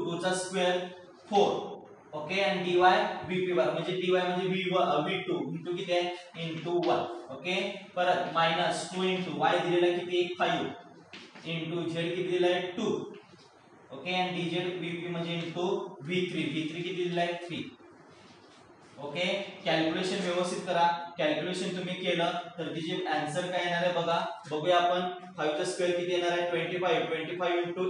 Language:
Marathi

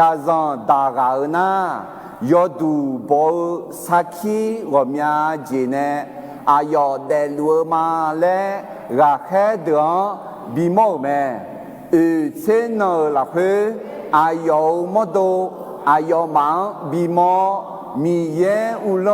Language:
Akha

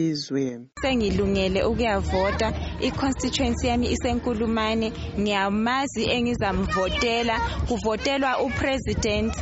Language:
North Ndebele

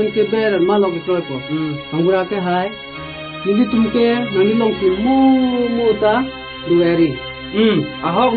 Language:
Karbi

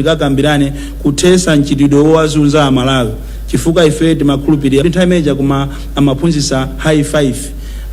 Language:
Nyanja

